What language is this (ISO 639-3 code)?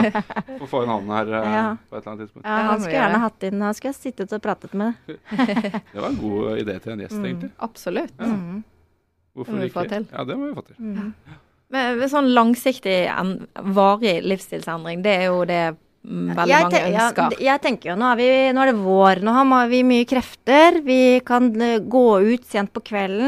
nor